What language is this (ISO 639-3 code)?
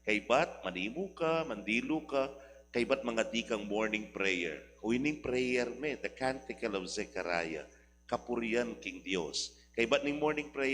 pam